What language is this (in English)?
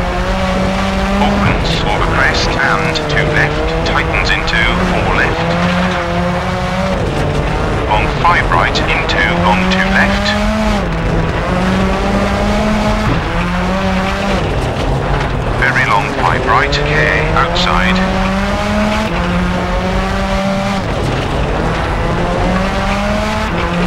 English